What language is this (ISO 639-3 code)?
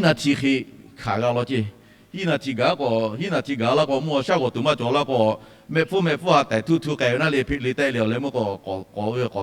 lhu